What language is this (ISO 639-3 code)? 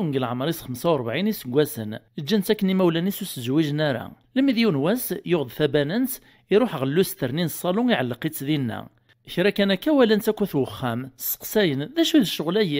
kab